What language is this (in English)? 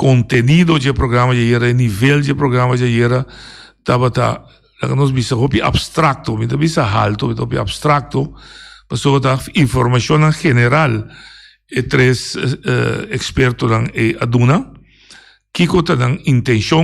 Papiamento